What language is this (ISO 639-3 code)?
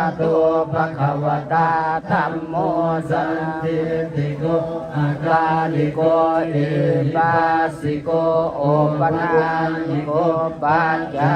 pli